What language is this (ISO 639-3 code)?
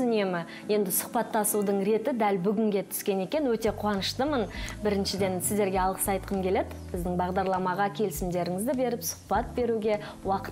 kaz